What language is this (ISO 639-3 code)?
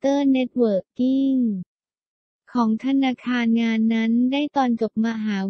tha